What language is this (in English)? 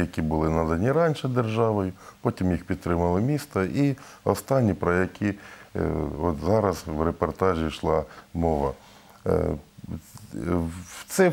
Ukrainian